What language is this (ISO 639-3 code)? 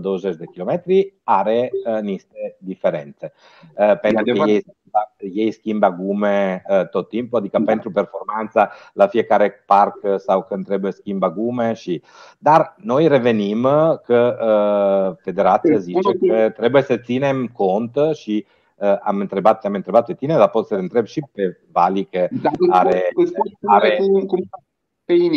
ron